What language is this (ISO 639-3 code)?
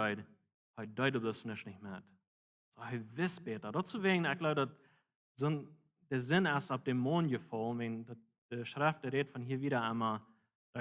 pdt